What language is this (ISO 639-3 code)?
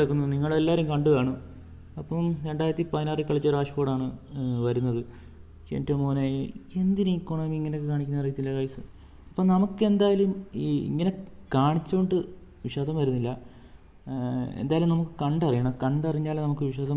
mal